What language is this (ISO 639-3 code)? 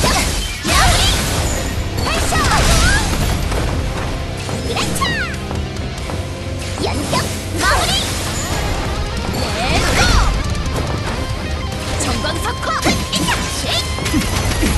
kor